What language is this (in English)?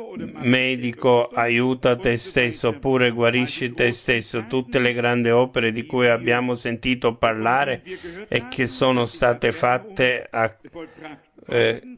Italian